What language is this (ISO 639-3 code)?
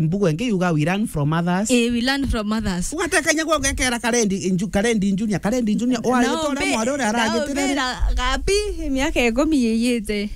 mer